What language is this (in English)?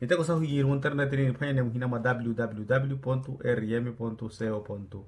Makhuwa